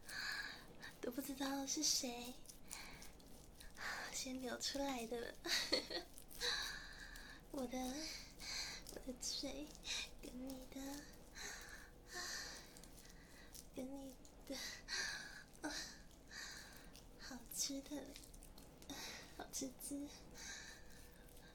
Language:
Chinese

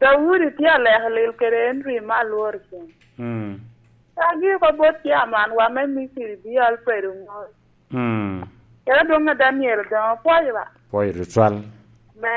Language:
Lango (Uganda)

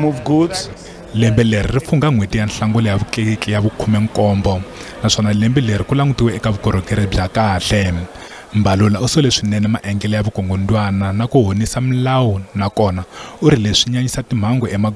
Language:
Tsonga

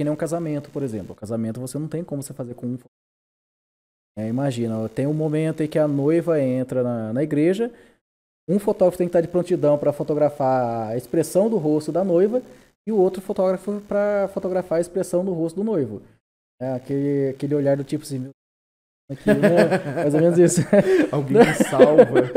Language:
Portuguese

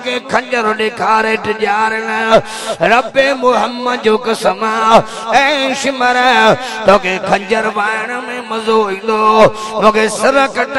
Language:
Sindhi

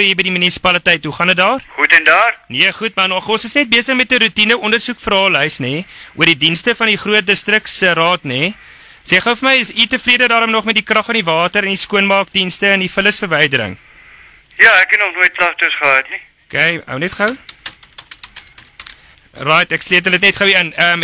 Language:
Afrikaans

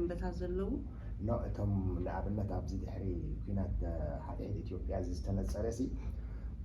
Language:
Tigrinya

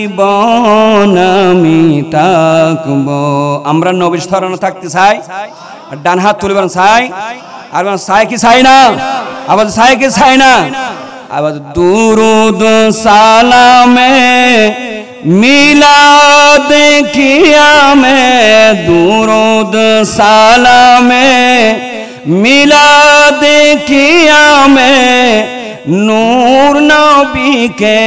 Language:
Bangla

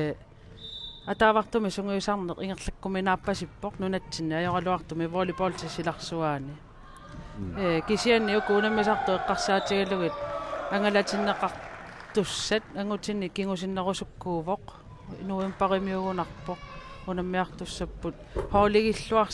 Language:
Kalaallisut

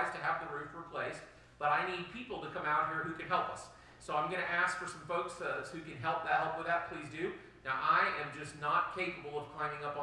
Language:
English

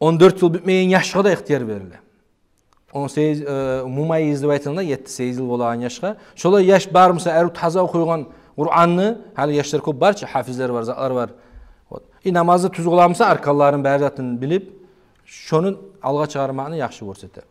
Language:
Kumyk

